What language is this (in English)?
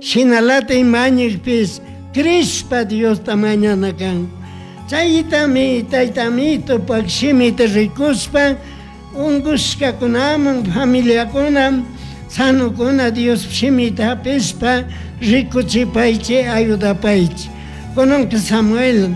Chimborazo Highland Quichua